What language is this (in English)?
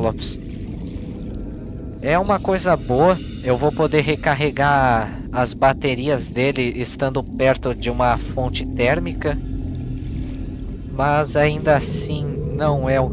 Portuguese